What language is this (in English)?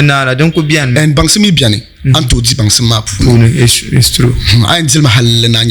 Dagbani